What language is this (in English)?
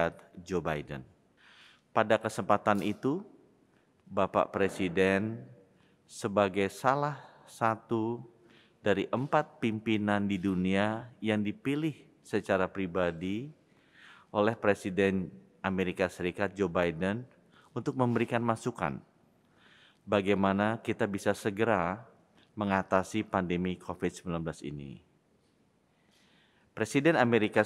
Indonesian